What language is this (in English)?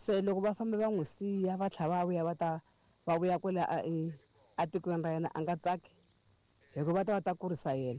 Tsonga